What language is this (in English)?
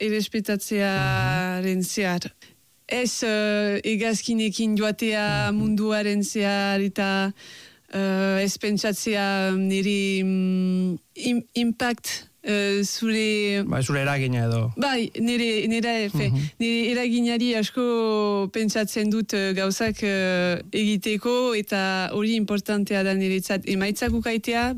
Basque